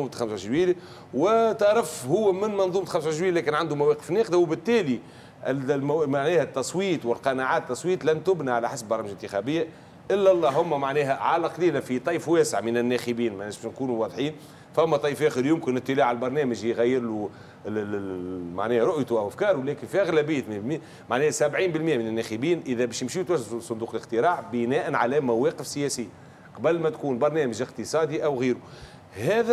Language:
Tunisian Arabic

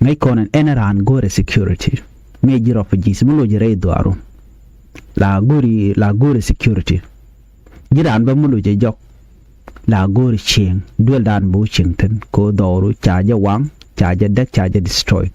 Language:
Nuer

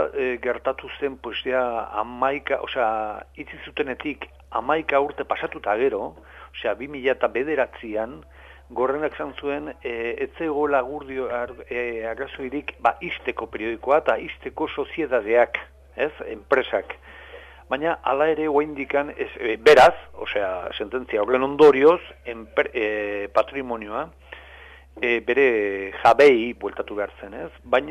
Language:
Basque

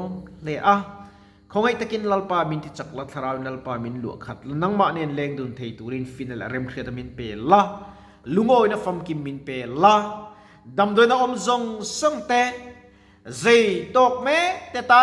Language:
Mizo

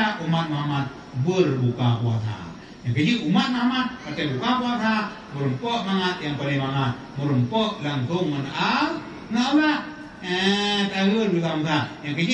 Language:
Achinese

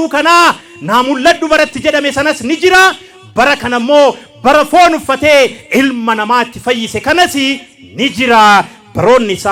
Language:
Oromo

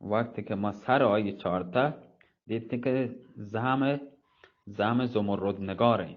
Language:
Eastern Balochi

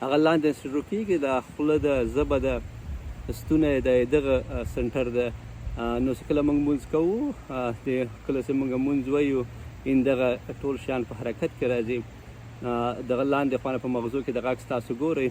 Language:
Pashto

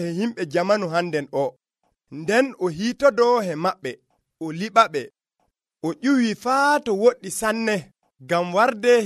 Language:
Nigerian Fulfulde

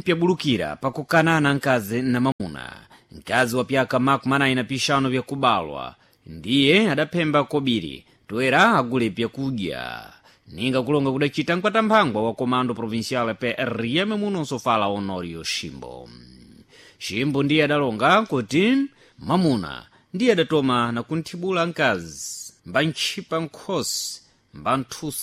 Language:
Sena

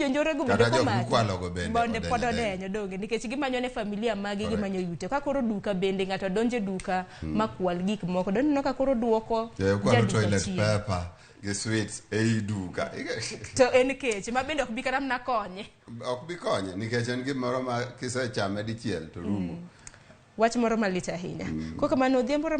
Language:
Luo (Kenya and Tanzania)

